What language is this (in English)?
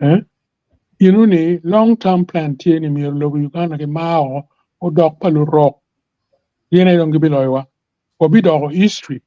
Acoli